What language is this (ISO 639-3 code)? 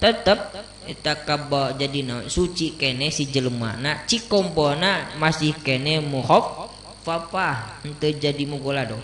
sun